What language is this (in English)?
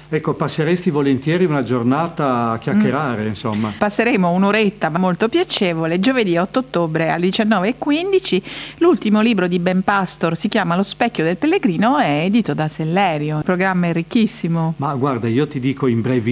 Italian